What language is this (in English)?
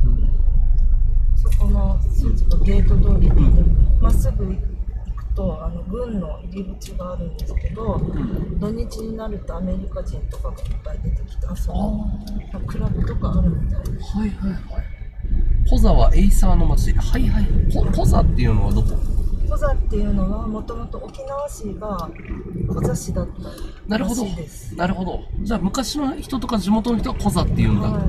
Japanese